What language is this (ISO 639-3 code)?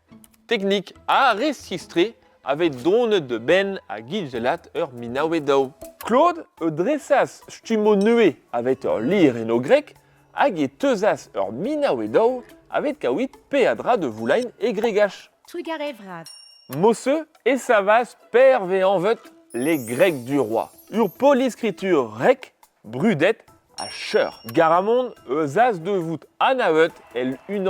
bre